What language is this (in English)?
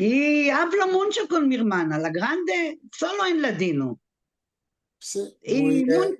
Ladino